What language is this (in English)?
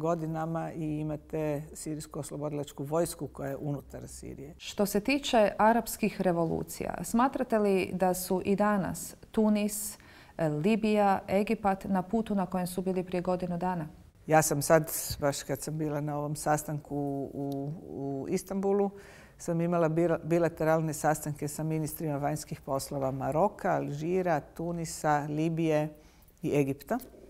Bosnian